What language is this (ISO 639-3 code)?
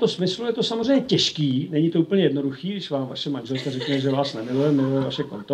ces